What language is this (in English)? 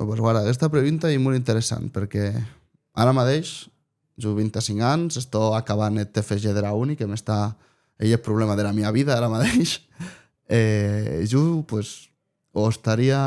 Occitan